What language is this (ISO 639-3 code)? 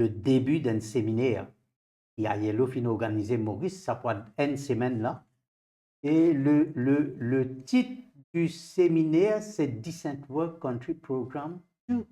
mfe